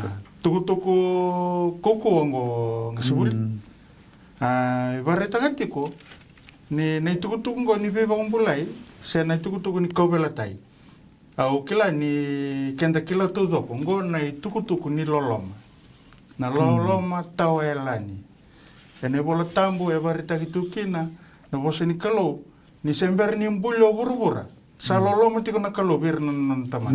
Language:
Fijian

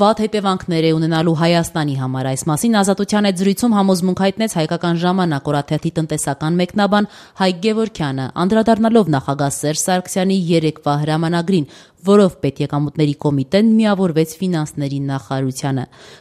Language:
Armenian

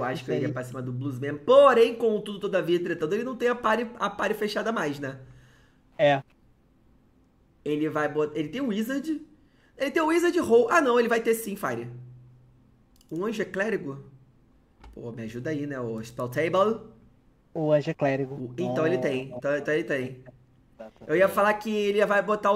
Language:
Portuguese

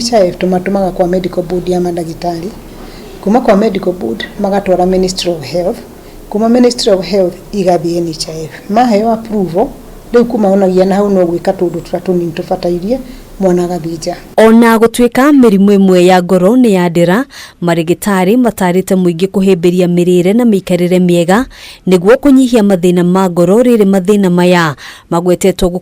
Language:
Kikuyu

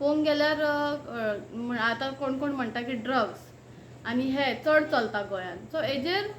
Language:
Konkani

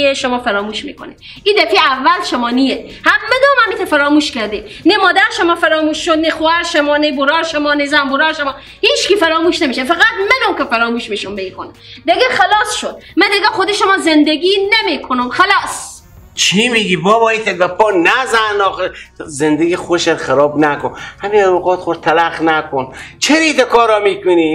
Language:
Persian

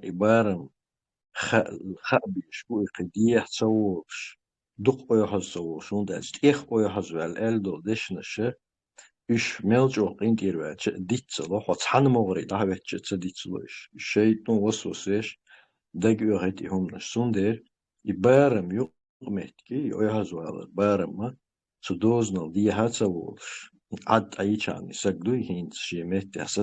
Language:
Chechen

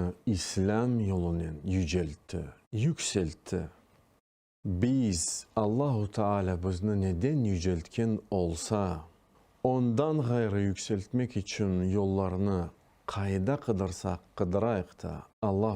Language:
Crimean Tatar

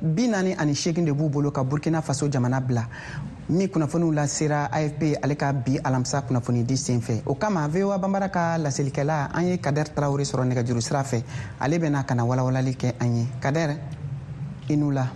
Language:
Bambara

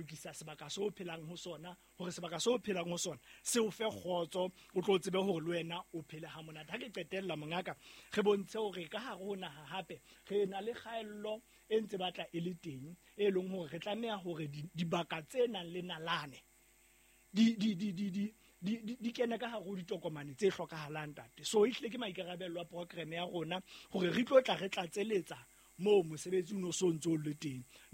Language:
Southern Sotho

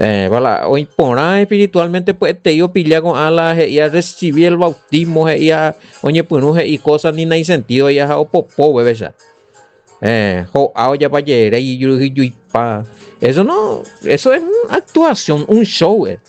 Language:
Guarani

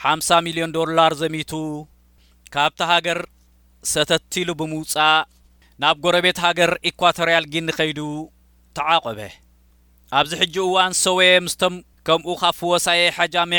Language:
Tigrinya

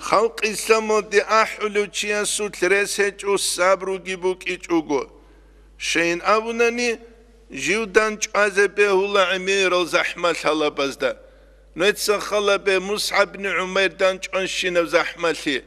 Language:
Avaric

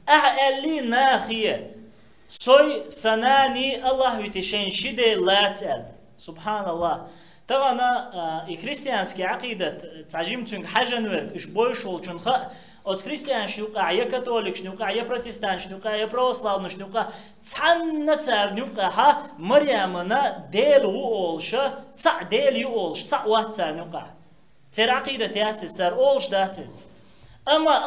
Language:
Chechen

